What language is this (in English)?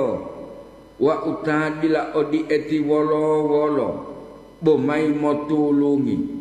Gorontalo